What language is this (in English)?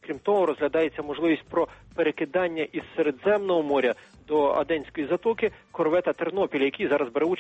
Ukrainian